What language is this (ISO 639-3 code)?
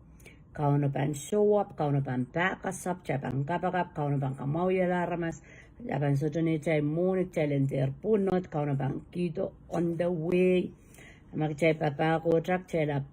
pon